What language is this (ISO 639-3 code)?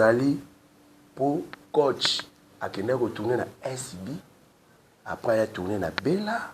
lin